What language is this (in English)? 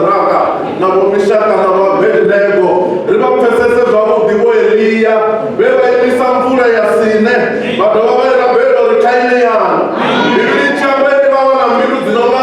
Venda